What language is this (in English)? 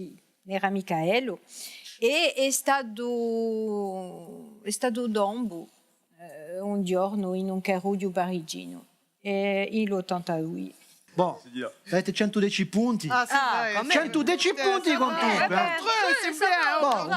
Corsican